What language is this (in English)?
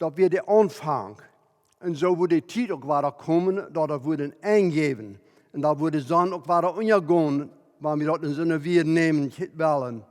Plautdietsch